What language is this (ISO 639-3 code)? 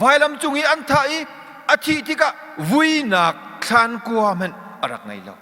cnh